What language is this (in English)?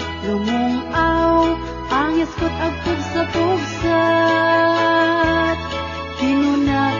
Iloko